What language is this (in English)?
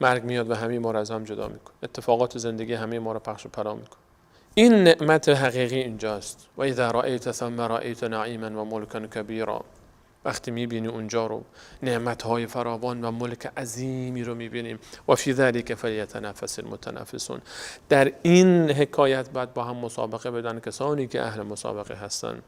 Persian